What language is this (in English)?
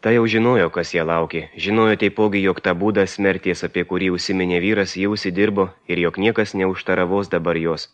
Lithuanian